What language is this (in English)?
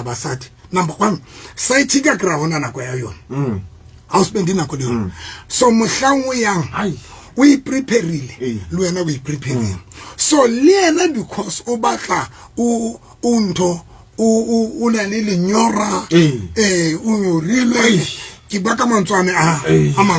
Southern Sotho